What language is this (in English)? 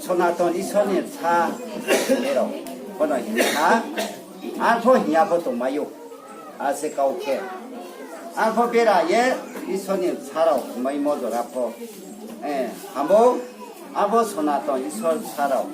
Riang (India)